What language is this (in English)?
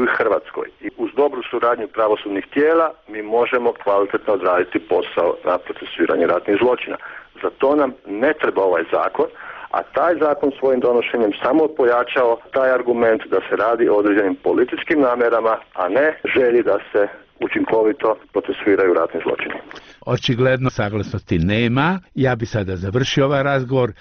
Croatian